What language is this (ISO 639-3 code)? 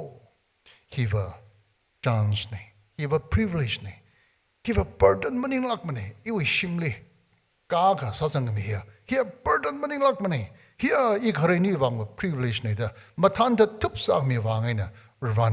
nmf